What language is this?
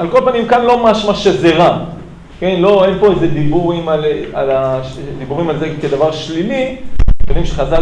Hebrew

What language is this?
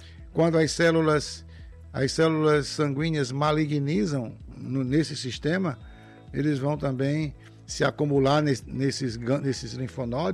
Portuguese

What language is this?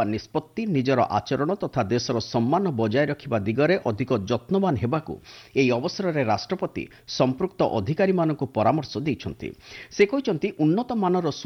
Odia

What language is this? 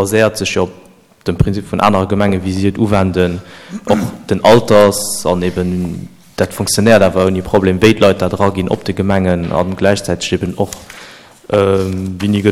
Luxembourgish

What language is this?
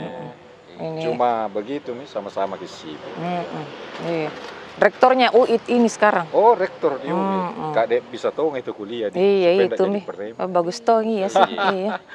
Makassar Malay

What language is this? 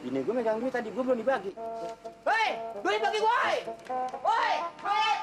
Betawi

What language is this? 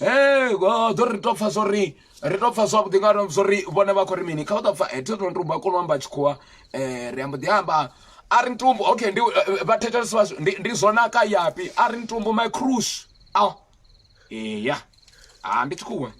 Venda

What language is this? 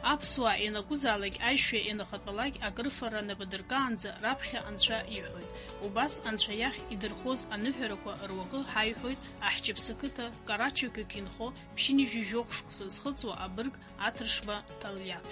Abkhazian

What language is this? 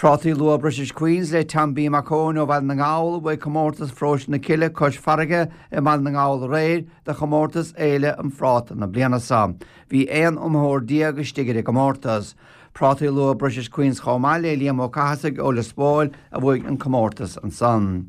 Irish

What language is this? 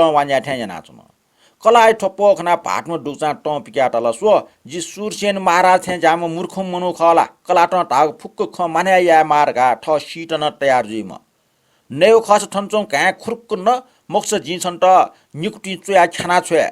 Newari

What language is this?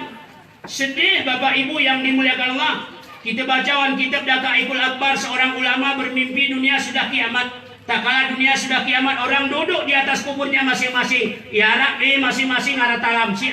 Gayo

